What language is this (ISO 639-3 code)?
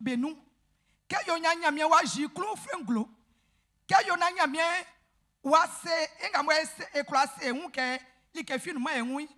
bci